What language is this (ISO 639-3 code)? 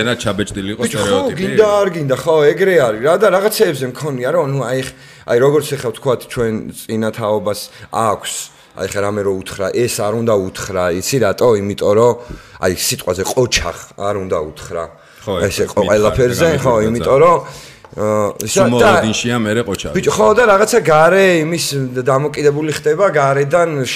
kat